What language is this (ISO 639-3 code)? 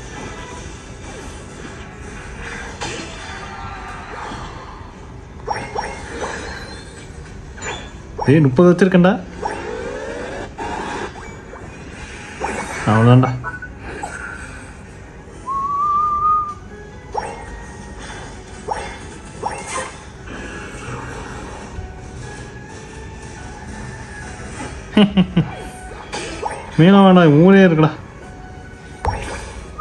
tam